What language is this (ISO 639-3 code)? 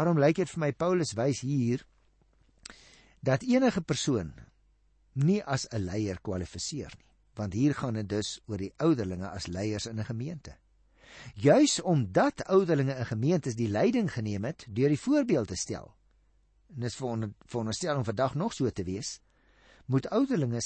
afr